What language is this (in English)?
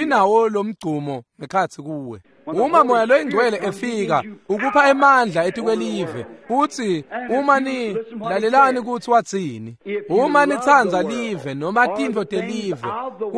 Swati